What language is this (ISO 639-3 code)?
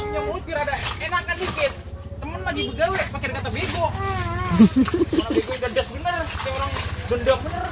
bew